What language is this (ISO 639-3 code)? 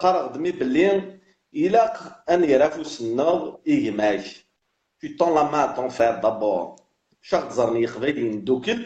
kab